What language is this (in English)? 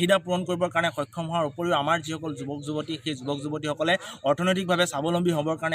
Assamese